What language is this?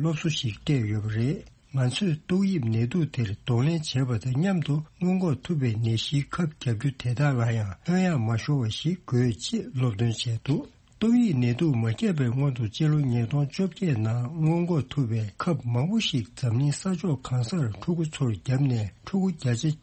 Tibetan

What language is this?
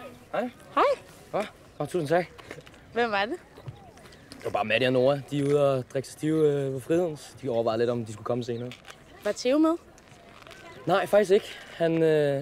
Danish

